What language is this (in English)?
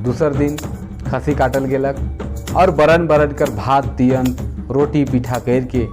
Sadri